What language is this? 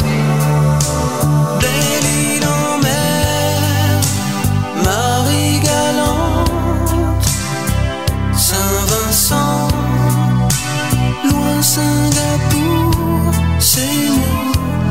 French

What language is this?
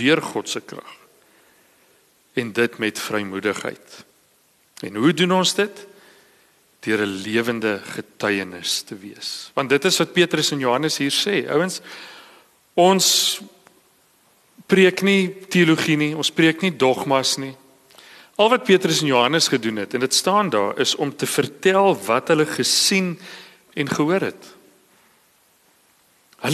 Afrikaans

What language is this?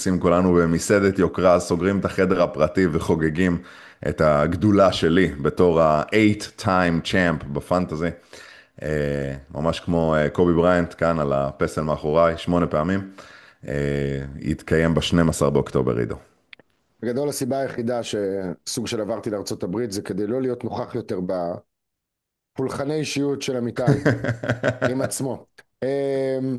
Hebrew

